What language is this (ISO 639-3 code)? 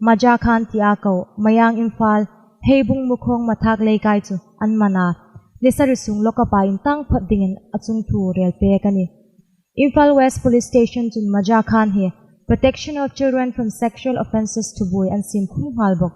hmr